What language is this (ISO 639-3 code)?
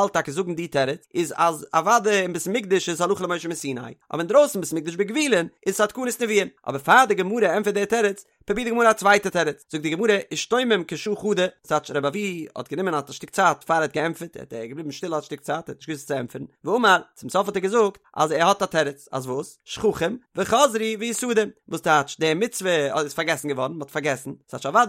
yid